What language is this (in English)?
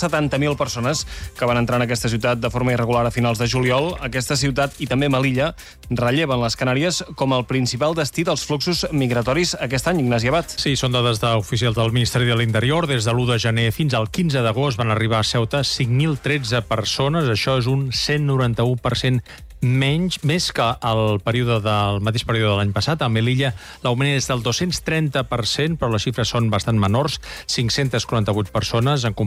Catalan